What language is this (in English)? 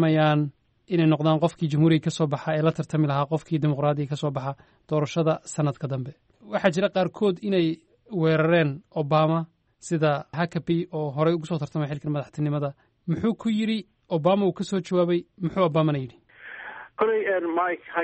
Somali